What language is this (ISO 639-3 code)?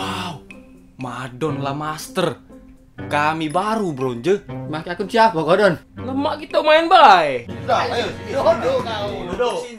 mui